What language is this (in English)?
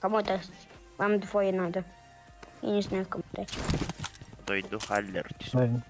Yakut